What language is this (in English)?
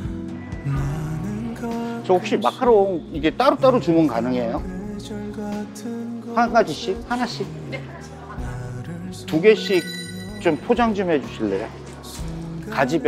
Korean